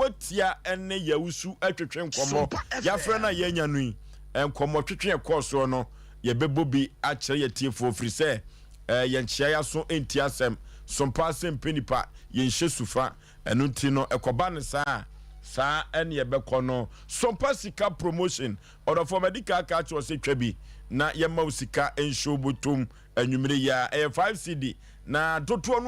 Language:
Akan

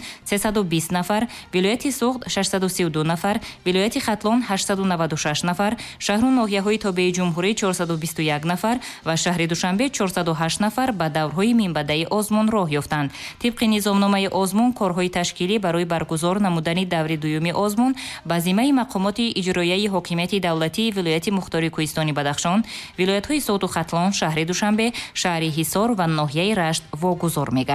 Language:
Tajik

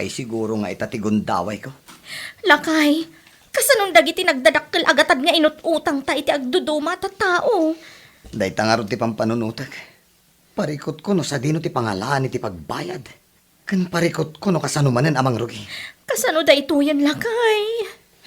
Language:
Iloko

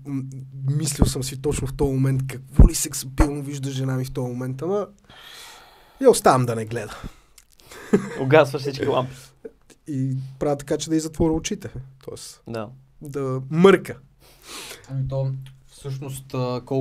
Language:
Bulgarian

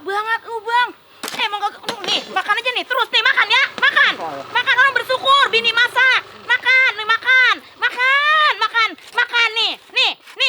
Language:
Betawi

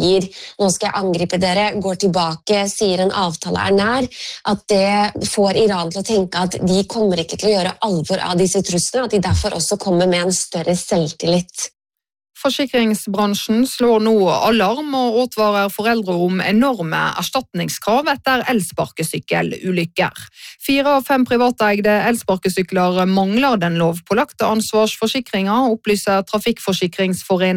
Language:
Norwegian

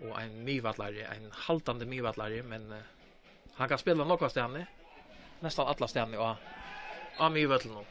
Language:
Faroese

